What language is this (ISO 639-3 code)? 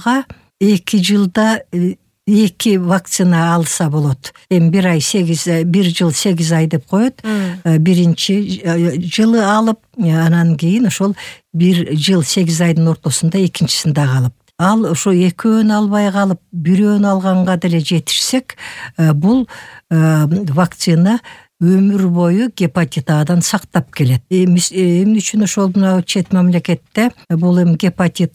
kir